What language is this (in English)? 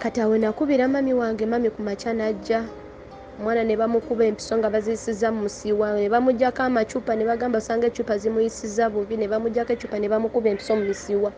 Ganda